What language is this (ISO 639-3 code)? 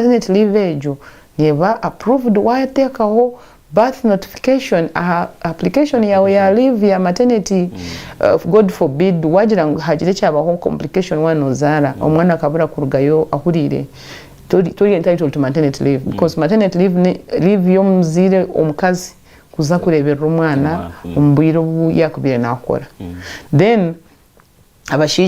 nyn